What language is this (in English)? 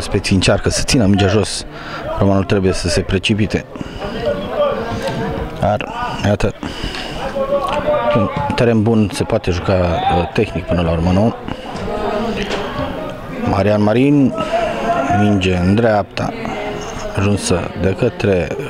Romanian